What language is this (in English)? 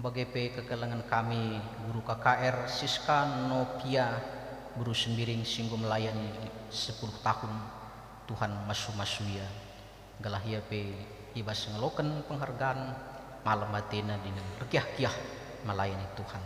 Batak Karo